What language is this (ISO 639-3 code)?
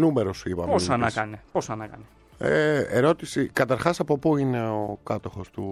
ell